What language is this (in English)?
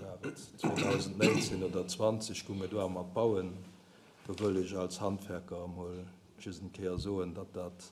Luxembourgish